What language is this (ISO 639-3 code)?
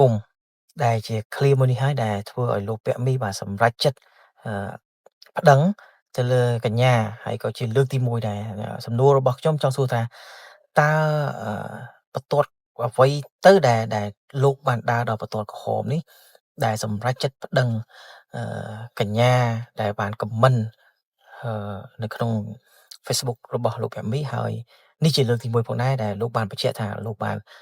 khm